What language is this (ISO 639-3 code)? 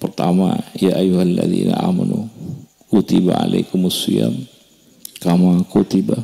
mad